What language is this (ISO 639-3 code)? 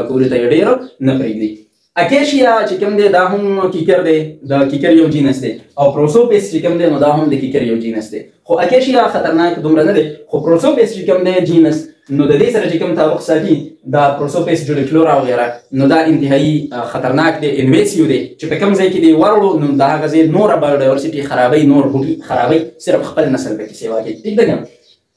pus